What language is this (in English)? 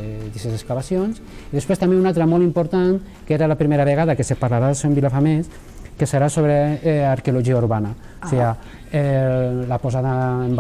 Catalan